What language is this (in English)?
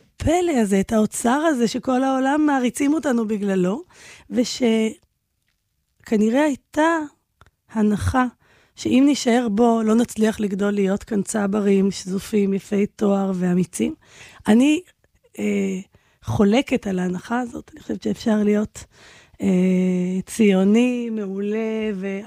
Hebrew